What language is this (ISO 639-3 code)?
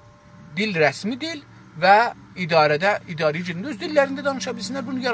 azb